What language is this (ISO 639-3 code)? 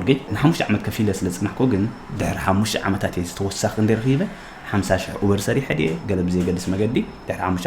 tir